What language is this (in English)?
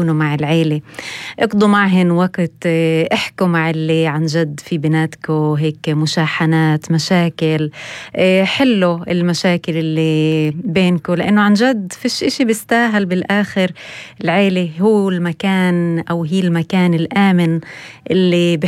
North Levantine Arabic